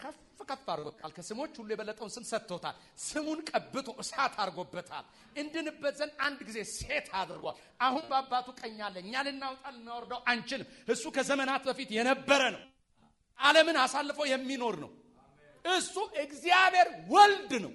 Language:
Amharic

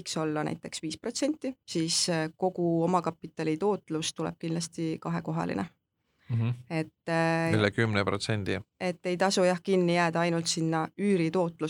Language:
Estonian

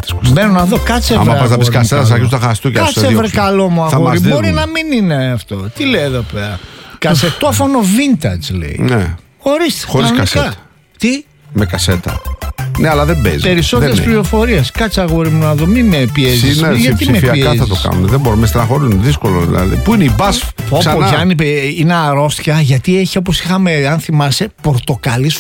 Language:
Greek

